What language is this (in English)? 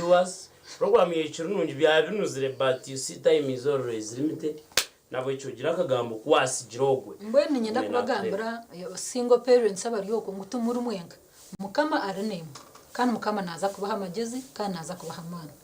Nyankole